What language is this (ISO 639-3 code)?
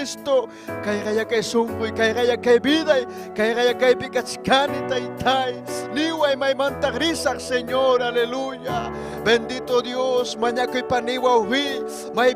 quy